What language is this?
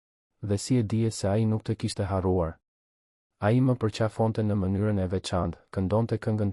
Albanian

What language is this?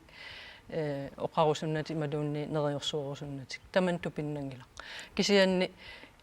Kalaallisut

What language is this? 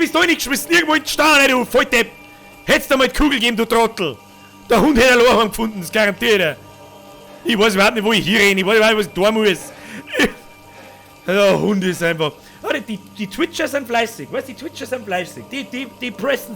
Bavarian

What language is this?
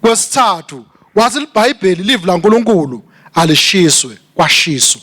Swati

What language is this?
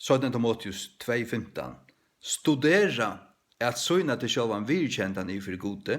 Faroese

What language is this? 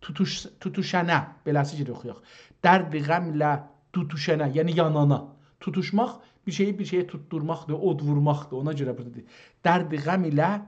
South Azerbaijani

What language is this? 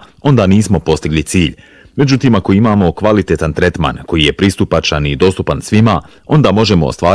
Bosnian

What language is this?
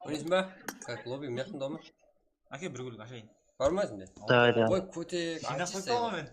Kara-Kalpak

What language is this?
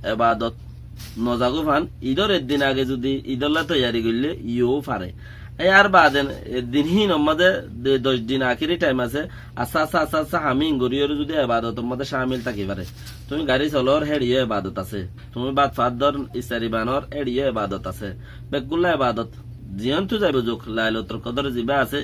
Rohingya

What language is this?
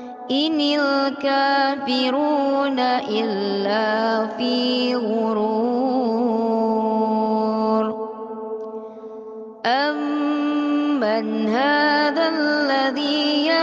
Arabic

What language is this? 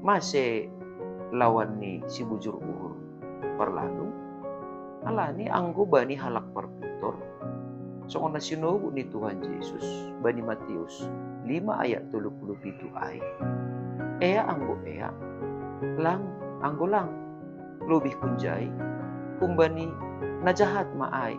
Batak Simalungun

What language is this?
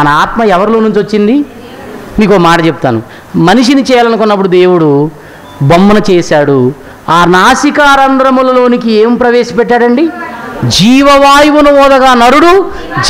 Telugu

